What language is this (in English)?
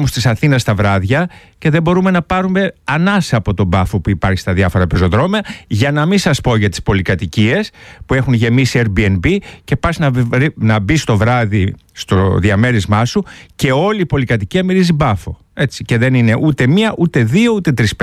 Greek